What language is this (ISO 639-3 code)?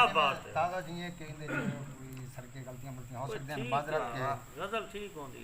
skr